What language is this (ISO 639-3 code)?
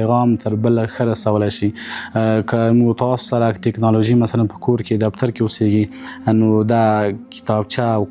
pus